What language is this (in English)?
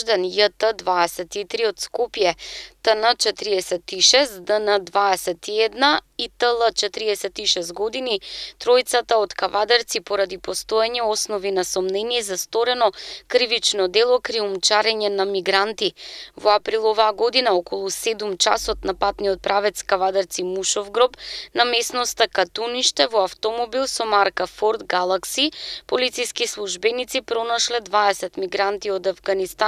Macedonian